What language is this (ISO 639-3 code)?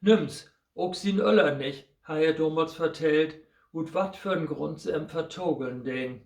nds